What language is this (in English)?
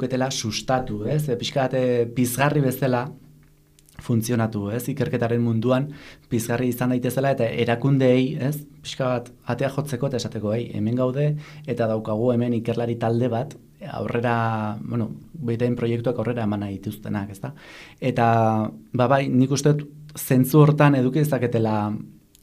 Basque